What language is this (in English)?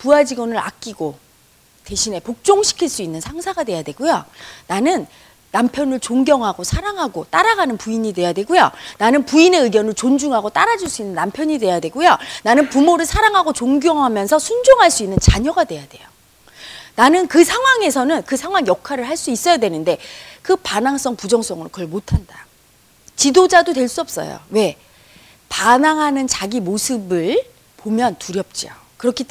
Korean